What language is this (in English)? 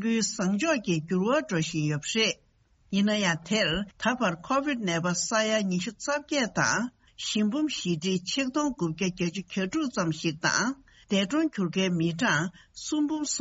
Tibetan